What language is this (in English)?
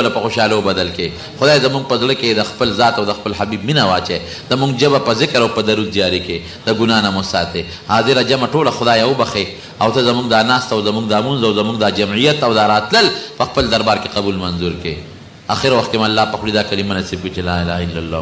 Pashto